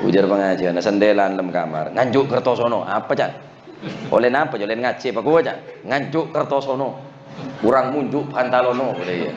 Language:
Madurese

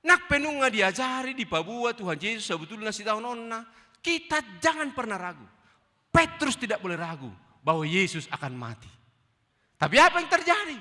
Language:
Batak Toba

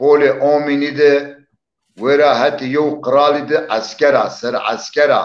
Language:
Zaza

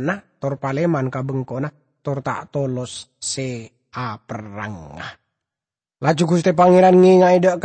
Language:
Madurese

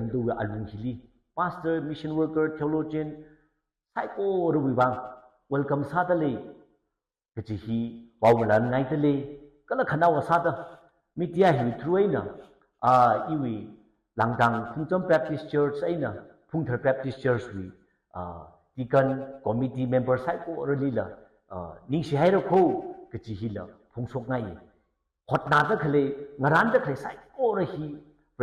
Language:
Tangkhul Naga (India)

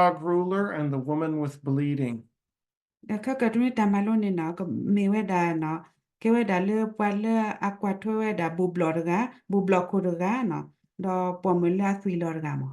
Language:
S'gaw Karen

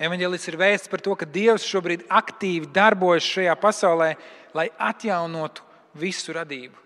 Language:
Latvian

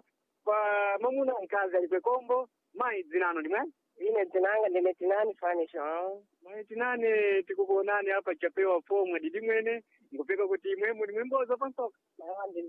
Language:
Sena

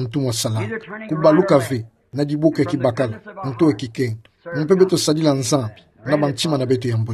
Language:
Kituba (Democratic Republic of Congo)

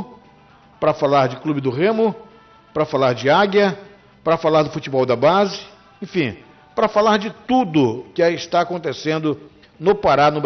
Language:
Portuguese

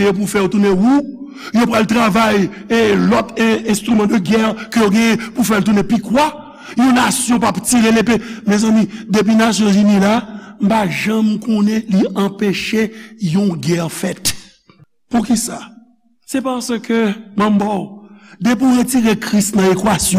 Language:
Haitian Creole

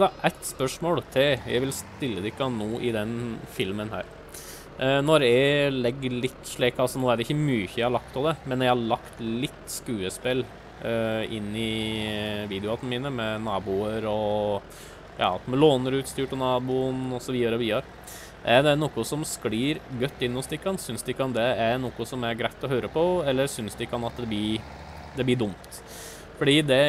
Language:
Norwegian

